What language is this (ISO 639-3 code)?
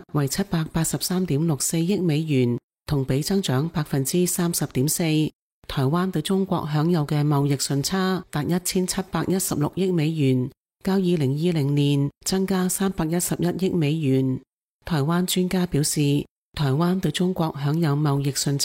yue